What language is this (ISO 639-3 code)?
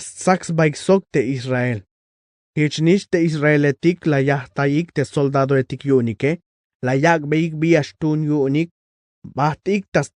tzh